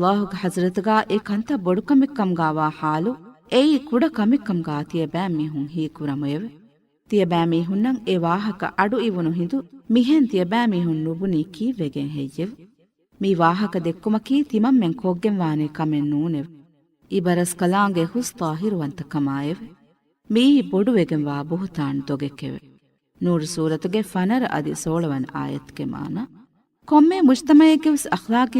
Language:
Divehi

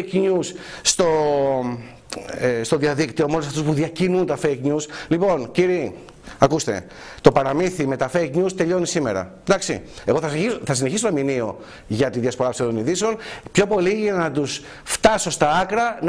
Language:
Greek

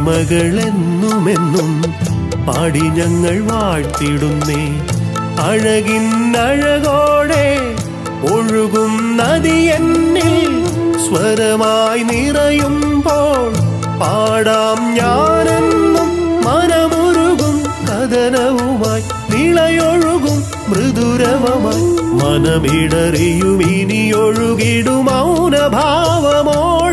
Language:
Malayalam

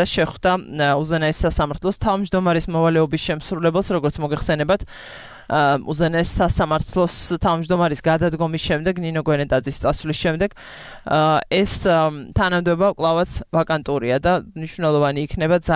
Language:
Georgian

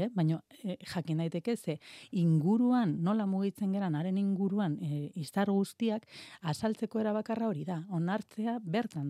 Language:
Basque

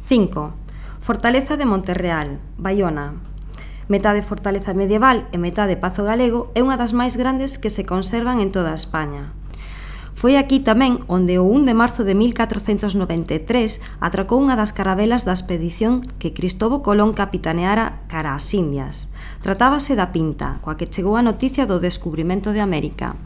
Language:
Galician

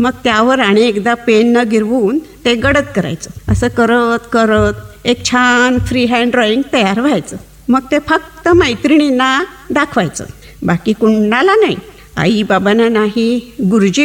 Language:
Marathi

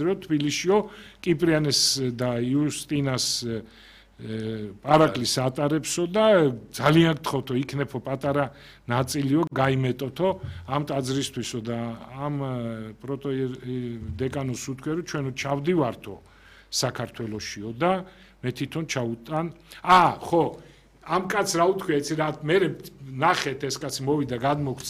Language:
Georgian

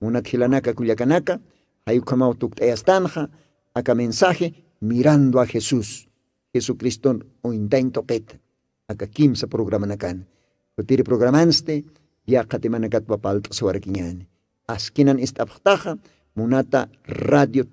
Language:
Aymara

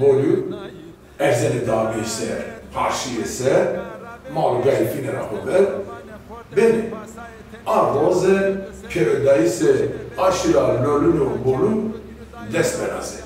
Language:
Zaza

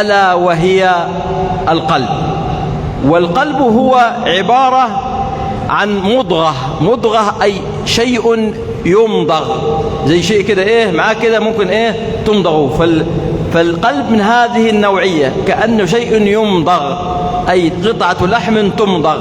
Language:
Egyptian Arabic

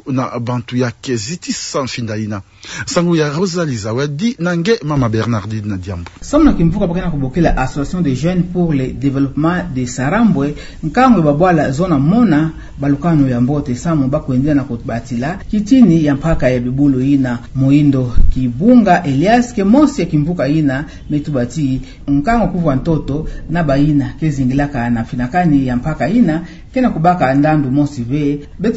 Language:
Kituba (Democratic Republic of Congo)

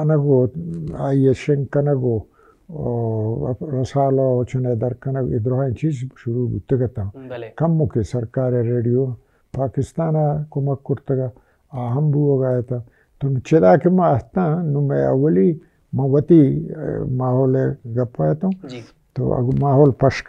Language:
Baluchi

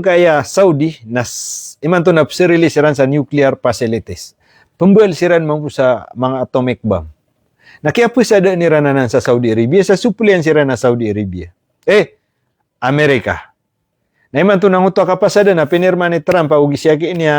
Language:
Maranao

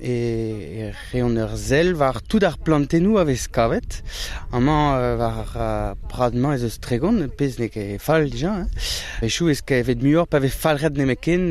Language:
Breton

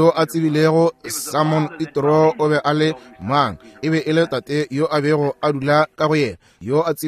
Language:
Northern Sotho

